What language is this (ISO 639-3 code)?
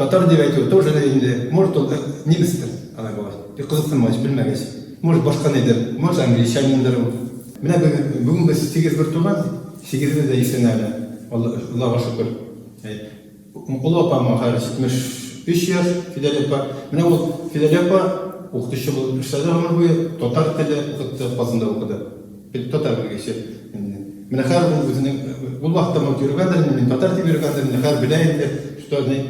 bak